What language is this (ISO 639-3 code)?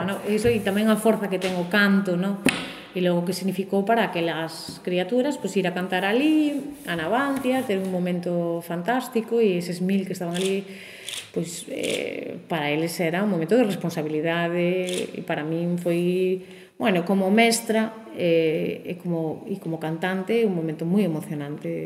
glg